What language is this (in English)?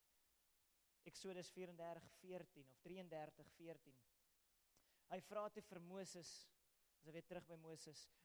Afrikaans